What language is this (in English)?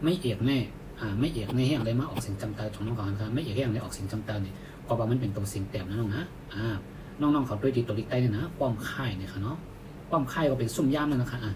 Shan